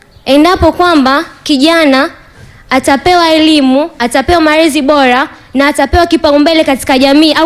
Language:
Swahili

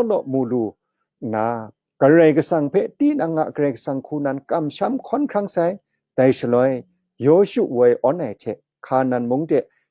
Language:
Kachin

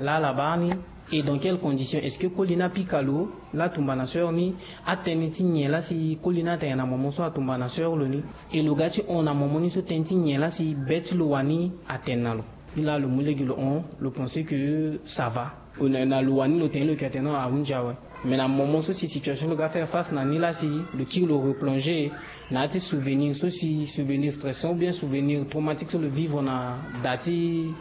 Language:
Sango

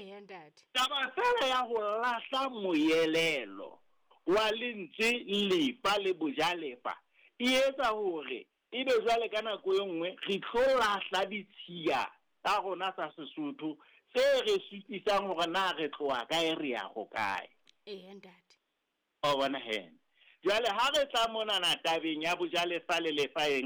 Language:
Southern Sotho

